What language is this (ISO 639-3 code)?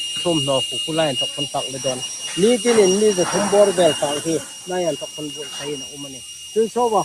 hmr